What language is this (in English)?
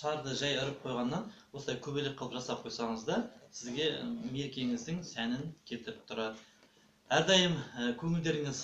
Kazakh